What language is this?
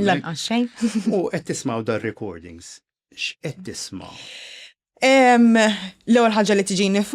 Maltese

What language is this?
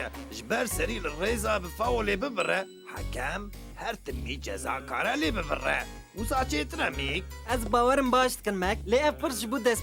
Kurdish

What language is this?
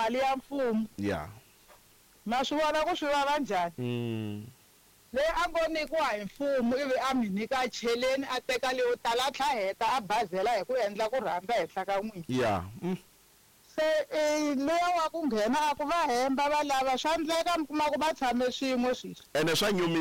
Tsonga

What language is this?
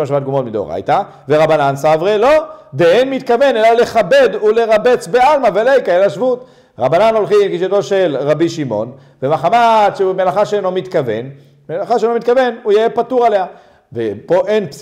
Hebrew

